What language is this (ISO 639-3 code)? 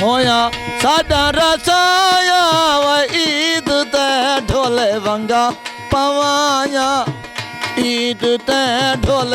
skr